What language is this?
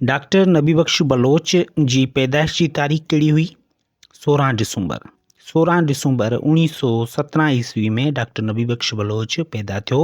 Sindhi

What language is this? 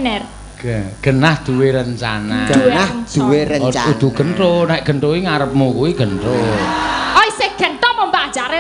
Javanese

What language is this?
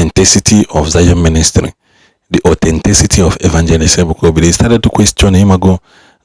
Igbo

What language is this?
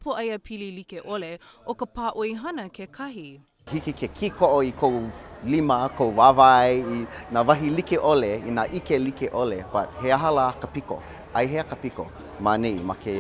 Hawaiian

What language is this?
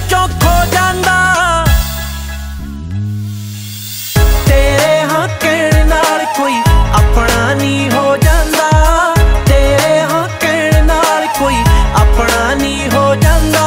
Punjabi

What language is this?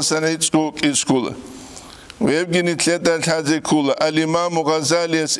Avaric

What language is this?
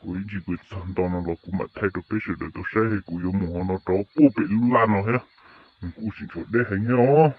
Hmong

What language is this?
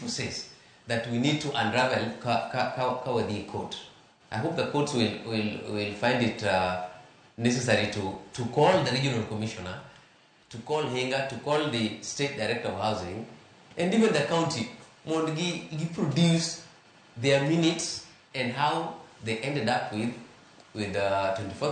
Luo (Kenya and Tanzania)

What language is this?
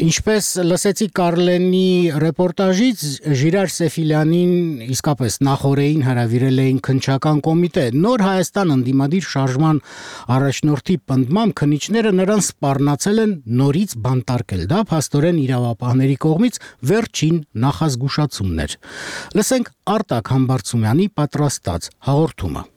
Armenian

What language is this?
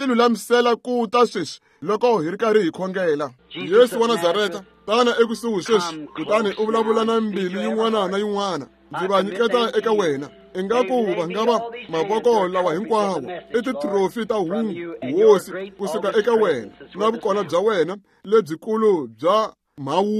Tsonga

